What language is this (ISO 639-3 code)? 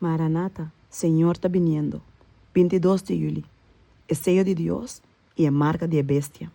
pap